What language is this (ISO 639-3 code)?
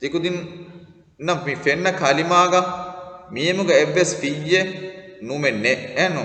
div